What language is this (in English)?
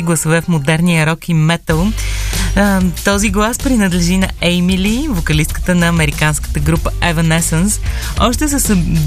Bulgarian